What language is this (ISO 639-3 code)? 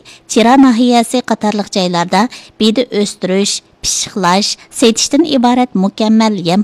uig